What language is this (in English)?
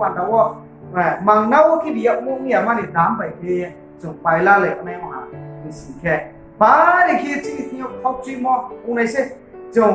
Riang (India)